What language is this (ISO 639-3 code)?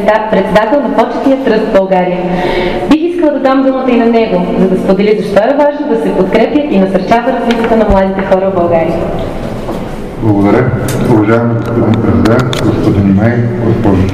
bul